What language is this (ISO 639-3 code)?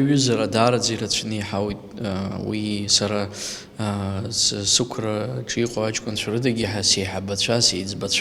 abk